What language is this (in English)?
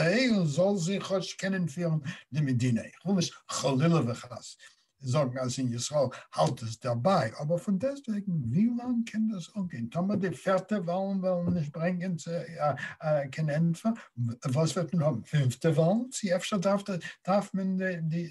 Yiddish